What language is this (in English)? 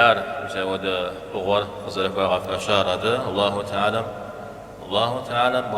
Kabardian